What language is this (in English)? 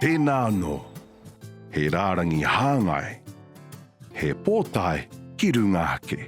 Māori